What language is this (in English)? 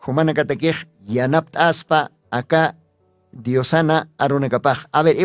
Aymara